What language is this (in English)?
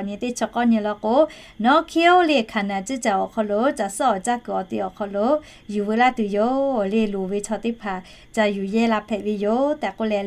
Lahu